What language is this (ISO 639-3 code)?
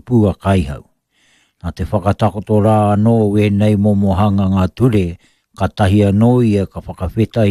mri